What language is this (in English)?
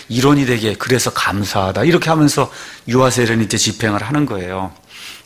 Korean